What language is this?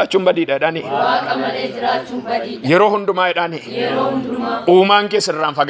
Oromo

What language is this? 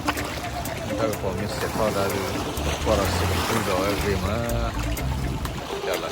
S'gaw Karen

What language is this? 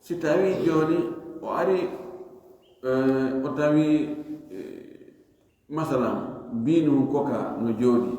Fula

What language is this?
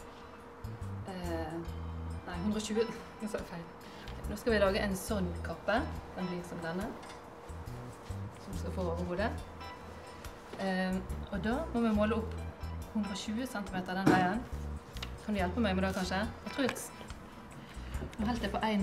Norwegian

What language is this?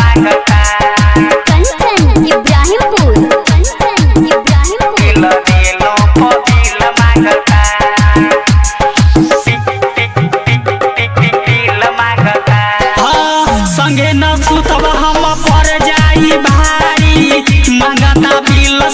Bhojpuri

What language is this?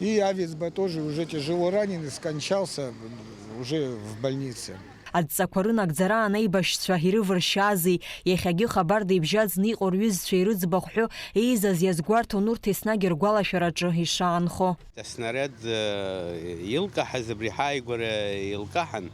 Abkhazian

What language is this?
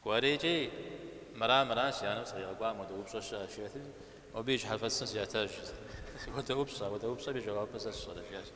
Kabardian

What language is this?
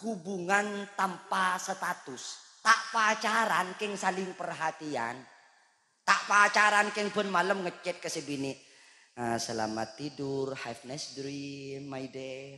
Madurese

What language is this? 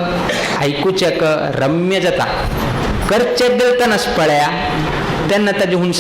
Konkani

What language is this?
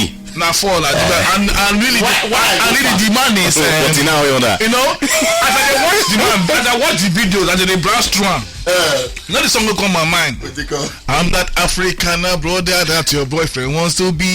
Nigerian Pidgin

